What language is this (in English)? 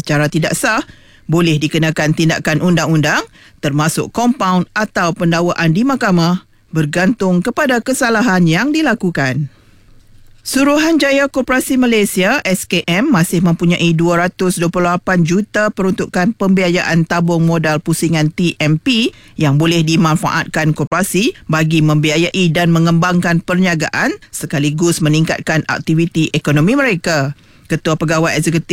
Malay